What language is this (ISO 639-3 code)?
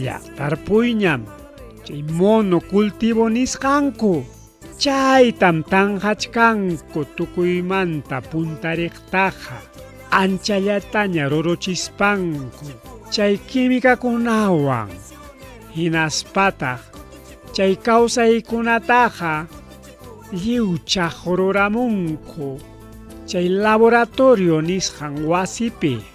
quy